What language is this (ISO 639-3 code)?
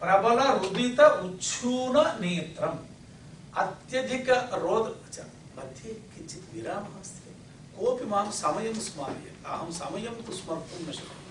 san